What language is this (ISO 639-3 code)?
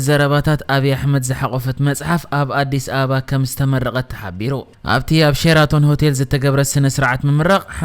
tir